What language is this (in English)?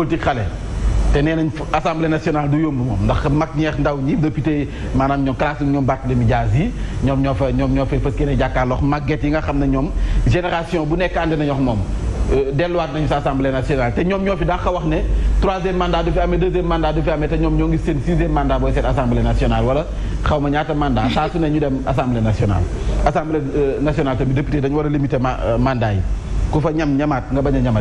Wolof